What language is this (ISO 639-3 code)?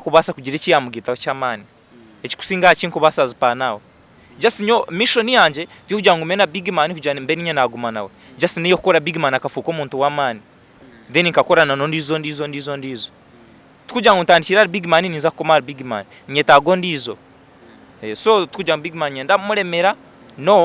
nyn